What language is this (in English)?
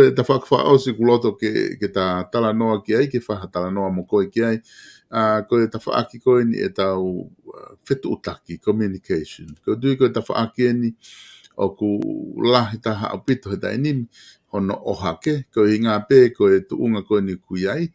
Tongan